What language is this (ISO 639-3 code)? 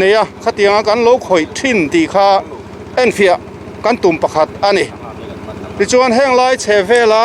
lus